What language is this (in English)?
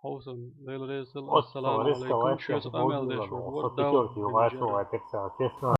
Chechen